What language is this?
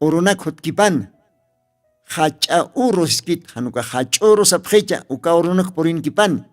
Aymara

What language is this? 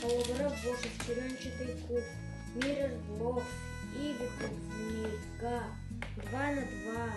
Yakut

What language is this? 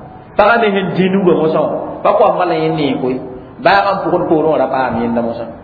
Mossi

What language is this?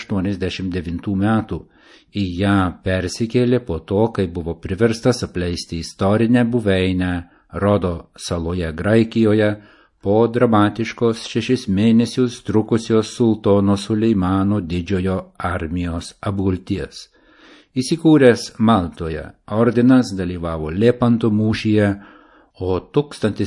Lithuanian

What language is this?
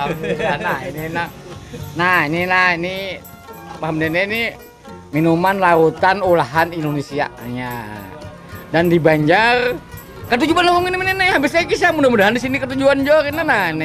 Banjar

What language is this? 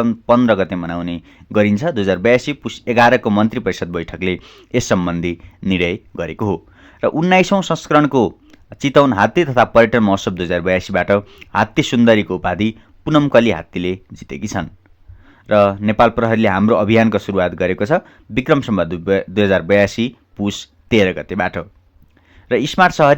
Nepali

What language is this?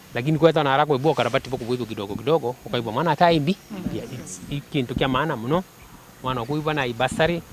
Meru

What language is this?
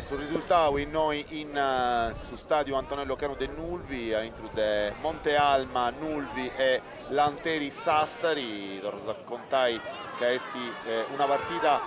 Sardinian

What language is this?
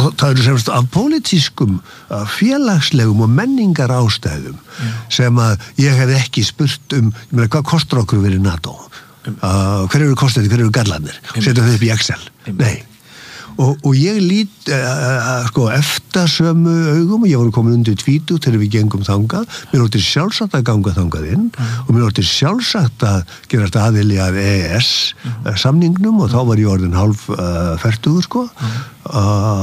Icelandic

